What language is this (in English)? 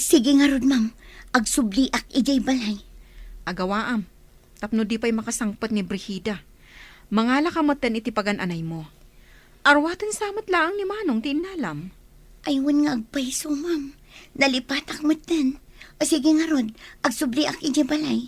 Iloko